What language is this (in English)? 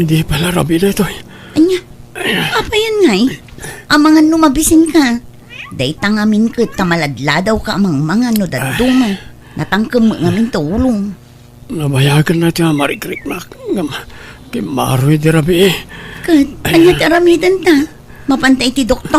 Iloko